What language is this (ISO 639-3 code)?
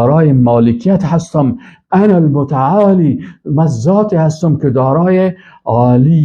fas